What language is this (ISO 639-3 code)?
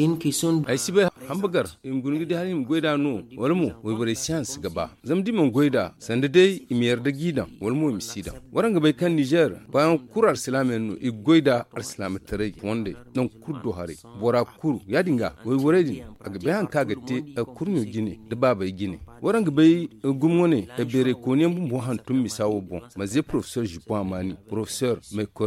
dje